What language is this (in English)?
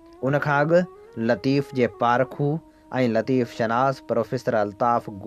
Sindhi